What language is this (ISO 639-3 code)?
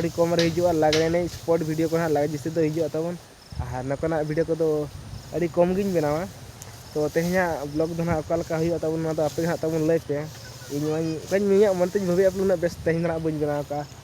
sat